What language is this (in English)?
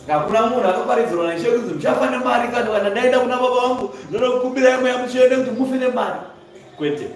Shona